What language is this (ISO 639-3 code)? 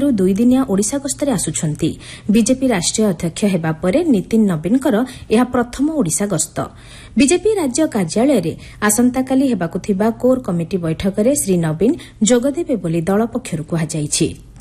ori